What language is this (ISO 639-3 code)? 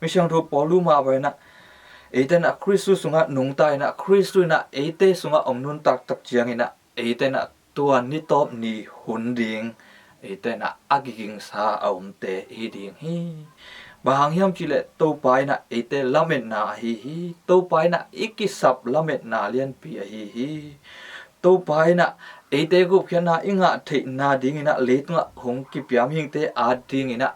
ctd